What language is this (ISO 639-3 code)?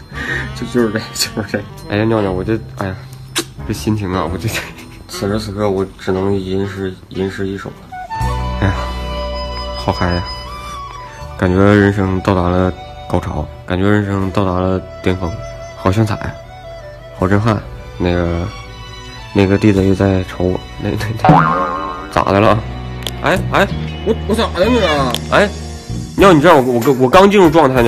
zho